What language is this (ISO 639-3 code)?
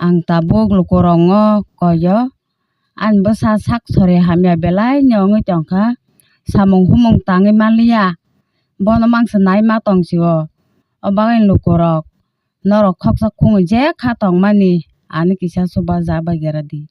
trp